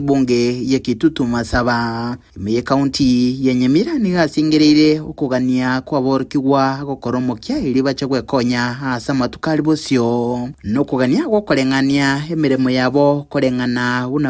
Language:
Gusii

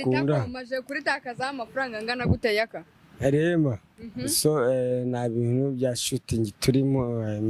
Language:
Kinyarwanda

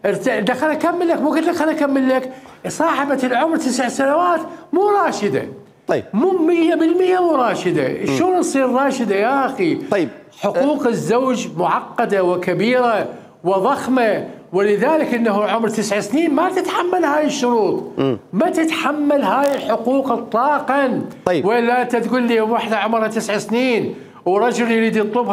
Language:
Mesopotamian Arabic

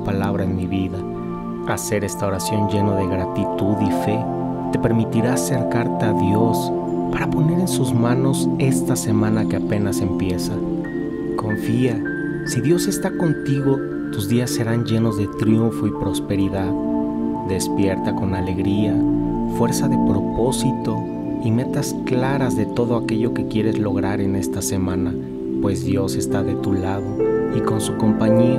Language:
Spanish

